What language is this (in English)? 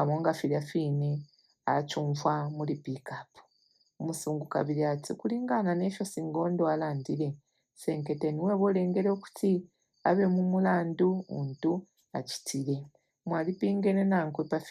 Bemba